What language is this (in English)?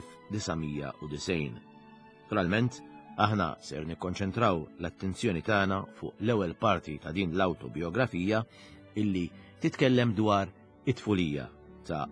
Maltese